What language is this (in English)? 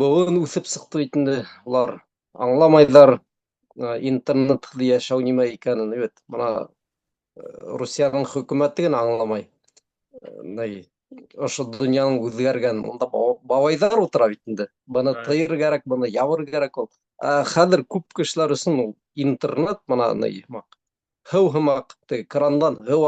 Bashkir